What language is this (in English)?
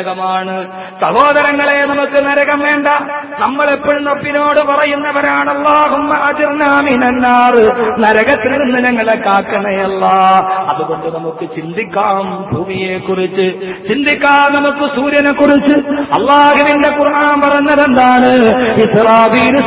Malayalam